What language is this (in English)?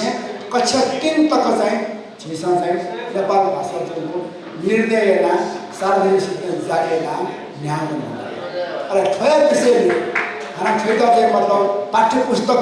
Newari